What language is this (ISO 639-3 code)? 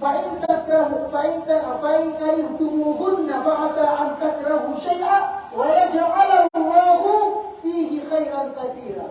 mrw